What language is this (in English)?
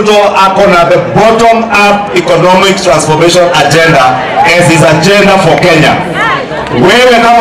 Gusii